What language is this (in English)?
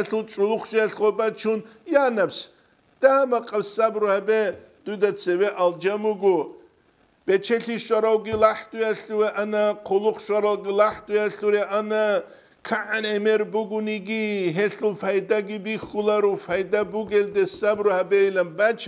Avaric